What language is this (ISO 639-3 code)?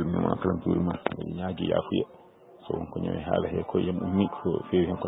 ful